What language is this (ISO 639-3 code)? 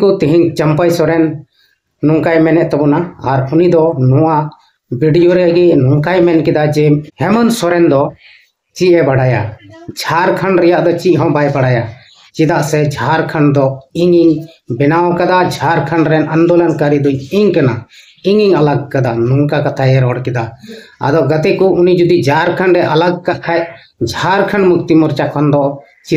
sat